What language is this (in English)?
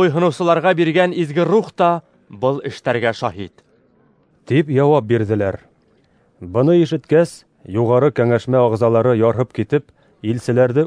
Bashkir